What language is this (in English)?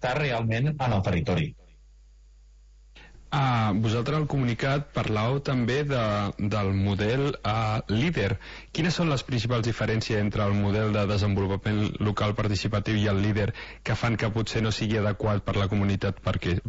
Catalan